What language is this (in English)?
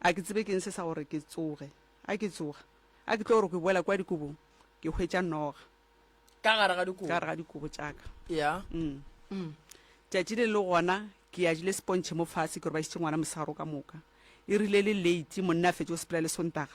Northern Sotho